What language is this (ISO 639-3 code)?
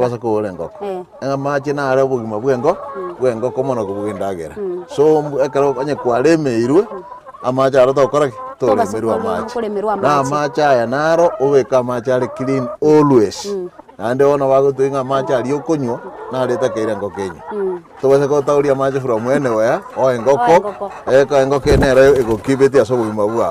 guz